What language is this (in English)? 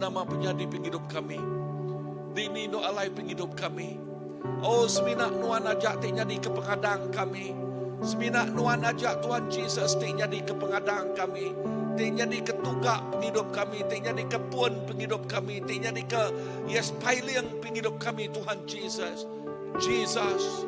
Iban